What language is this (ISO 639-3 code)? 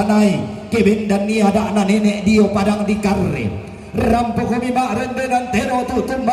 sda